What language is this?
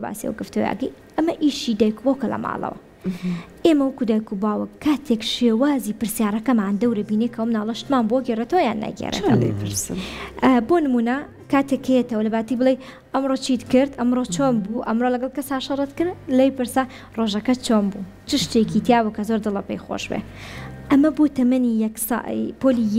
Central Kurdish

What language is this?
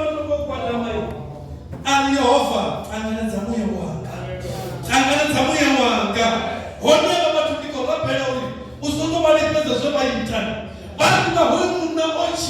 Venda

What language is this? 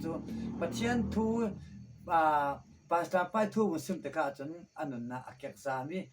Falam Chin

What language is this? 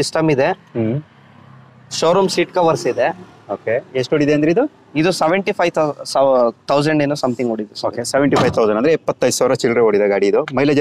Kannada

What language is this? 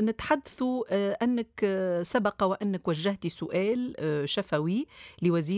Tunisian Arabic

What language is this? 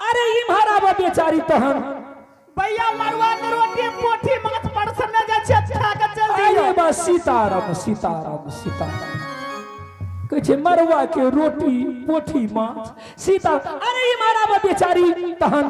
Angika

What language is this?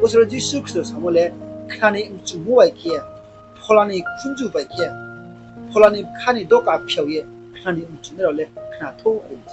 Riang (India)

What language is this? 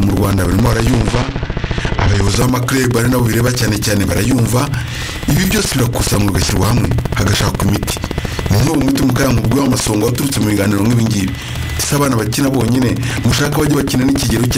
Kinyarwanda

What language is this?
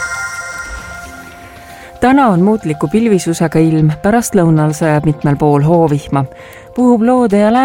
Estonian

